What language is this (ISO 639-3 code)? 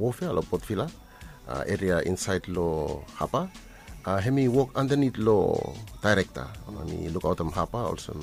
bis